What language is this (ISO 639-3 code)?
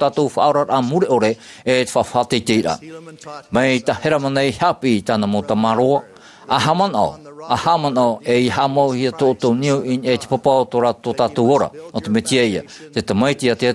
tah